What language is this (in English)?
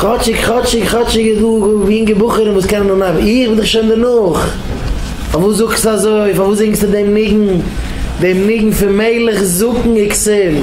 Yiddish